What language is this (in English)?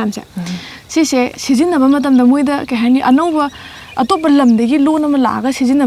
Manipuri